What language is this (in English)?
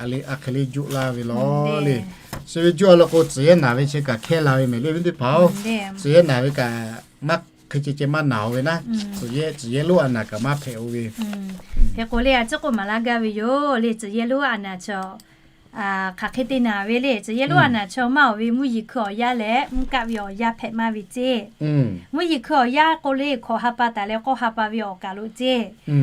Lahu